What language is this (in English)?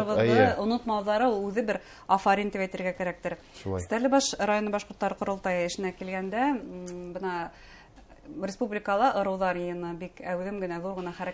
Bashkir